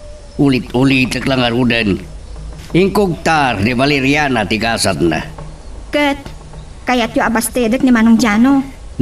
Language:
Iloko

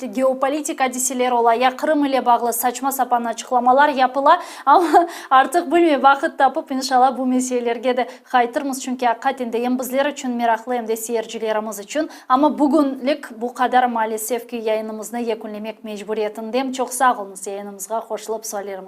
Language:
Crimean Tatar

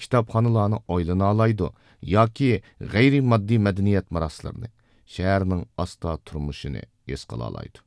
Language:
Uyghur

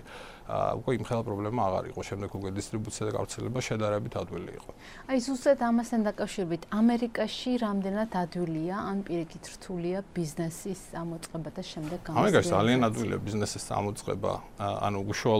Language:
Georgian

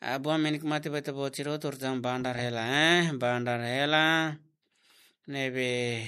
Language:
Tetum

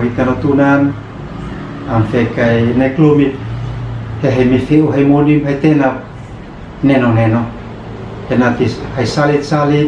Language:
Uab Meto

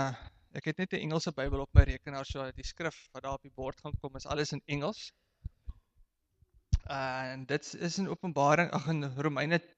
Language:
Afrikaans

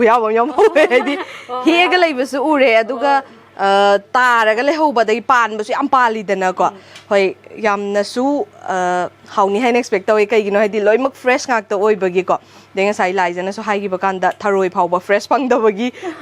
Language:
Manipuri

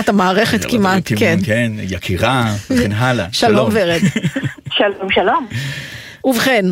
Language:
Hebrew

